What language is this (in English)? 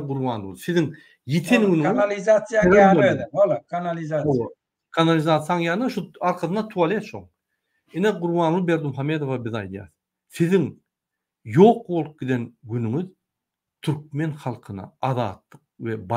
Turkmen